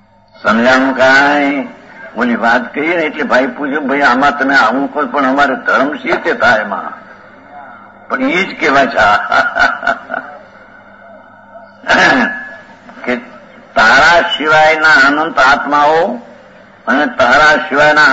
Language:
Gujarati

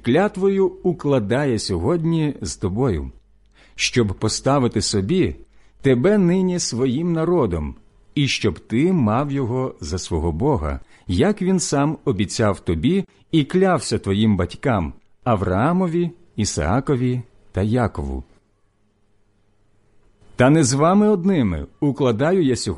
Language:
Ukrainian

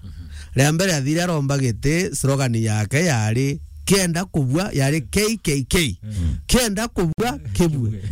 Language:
Meru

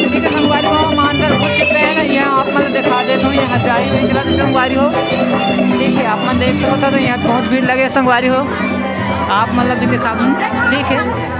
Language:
Chhattisgarhi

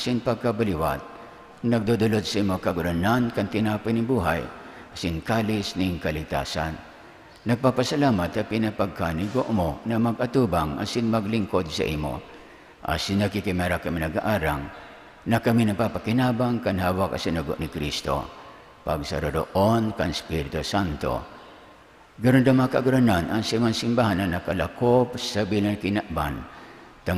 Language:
Bikol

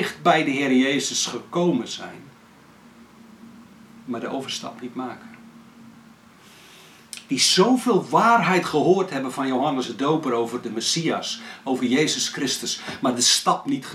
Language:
Dutch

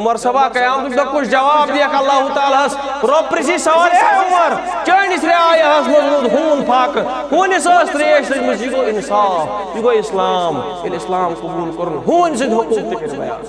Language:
Kashmiri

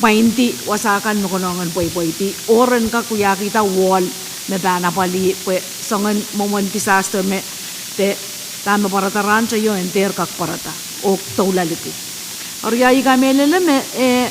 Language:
Pohnpeian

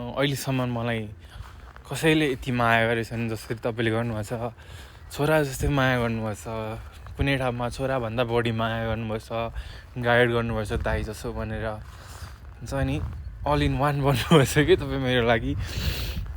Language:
Nepali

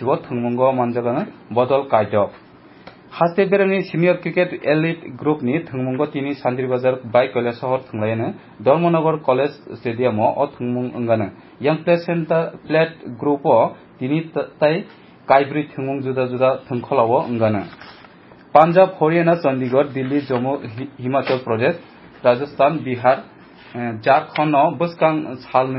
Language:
Kok Borok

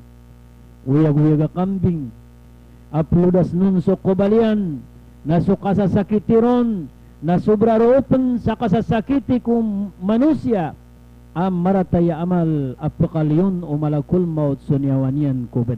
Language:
Maranao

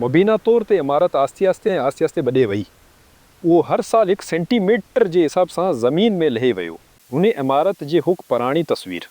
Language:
Sindhi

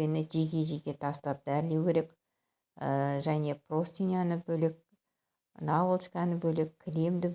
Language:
Kazakh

